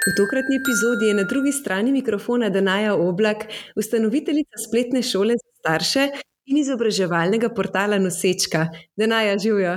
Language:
Slovenian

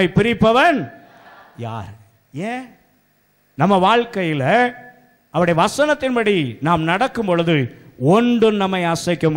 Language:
Tamil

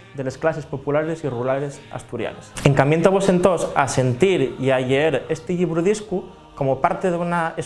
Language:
Asturian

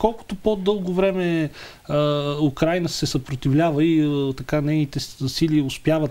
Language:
Bulgarian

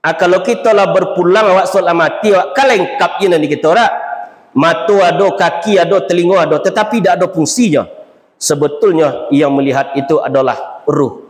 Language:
Minangkabau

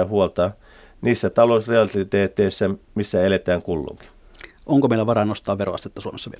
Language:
Finnish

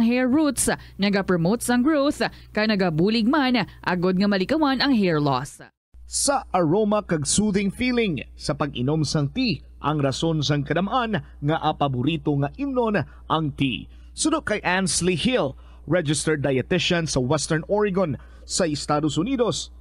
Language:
Hiligaynon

